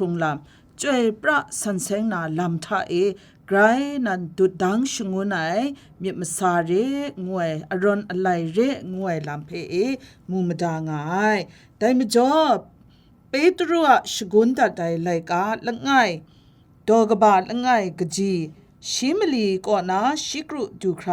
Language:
Kachin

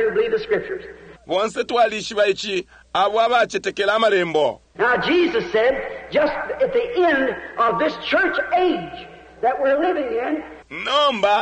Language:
Bemba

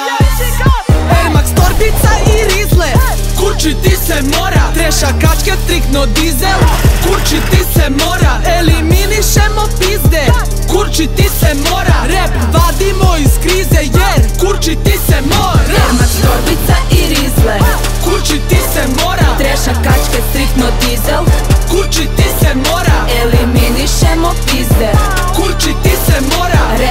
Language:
Serbian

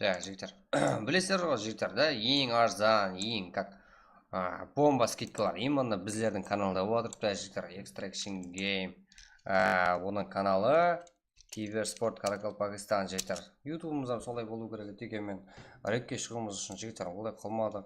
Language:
Kara-Kalpak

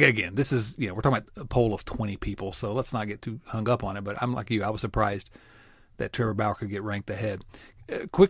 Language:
English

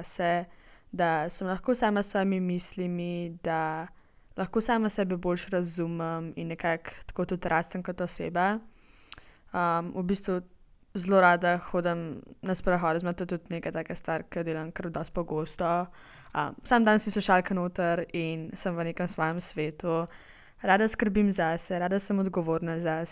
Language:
Slovenian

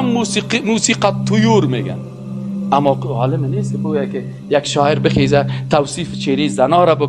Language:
Persian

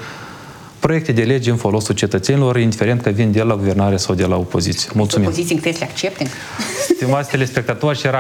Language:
Romanian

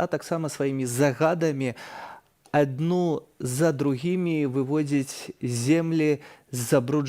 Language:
Belarusian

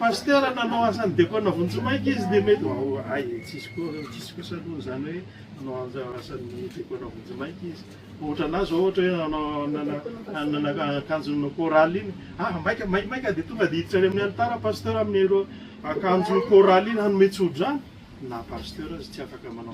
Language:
Malagasy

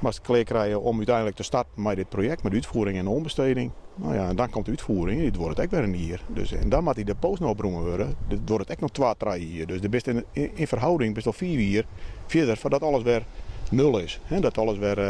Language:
Western Frisian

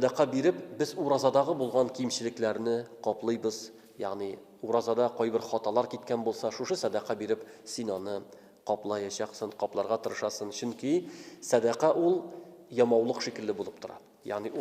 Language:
Tatar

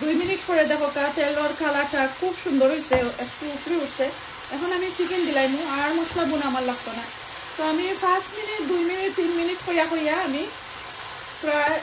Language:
Sylheti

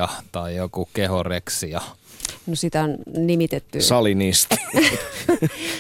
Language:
Finnish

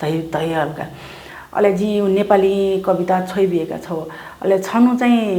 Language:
Newari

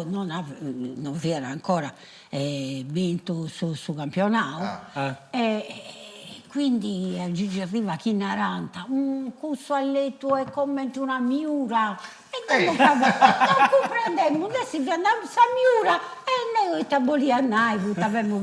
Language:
Sardinian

